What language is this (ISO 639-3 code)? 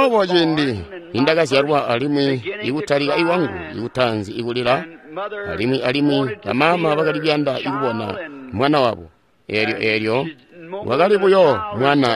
toi